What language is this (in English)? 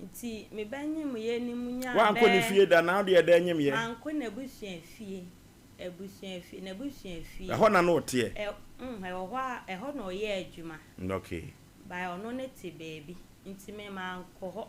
Akan